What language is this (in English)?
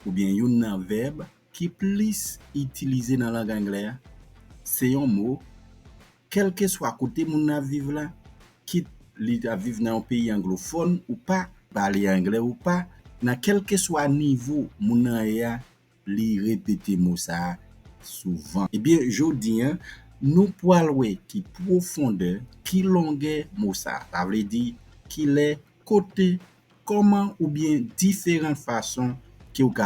Haitian Creole